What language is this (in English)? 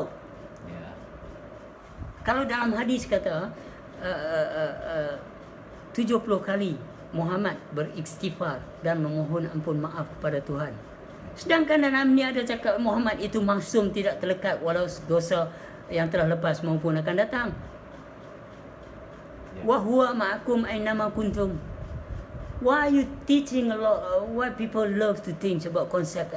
Malay